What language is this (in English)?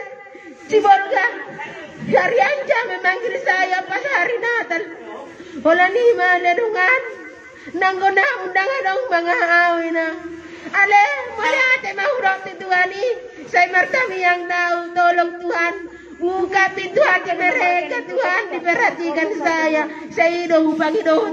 Batak Toba